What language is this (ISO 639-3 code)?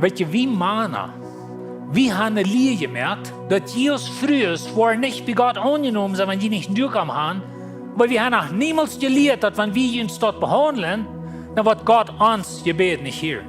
pdt